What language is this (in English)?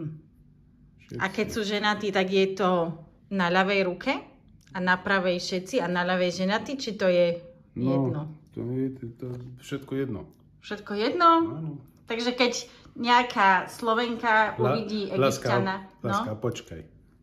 Slovak